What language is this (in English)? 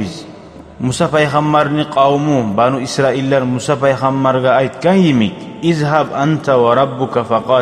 Kumyk